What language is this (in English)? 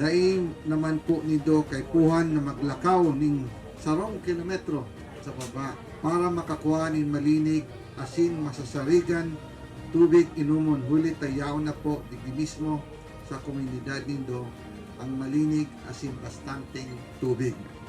Bikol